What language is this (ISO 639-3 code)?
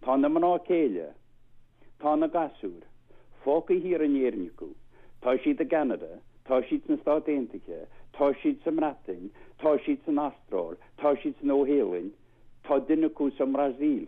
gle